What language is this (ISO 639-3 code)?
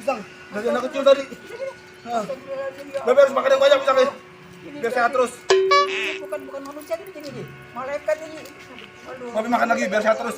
bew